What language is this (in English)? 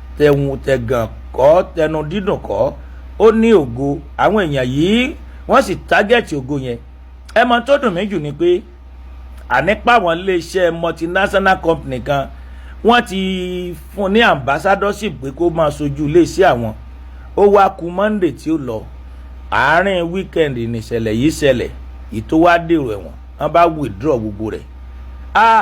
Yoruba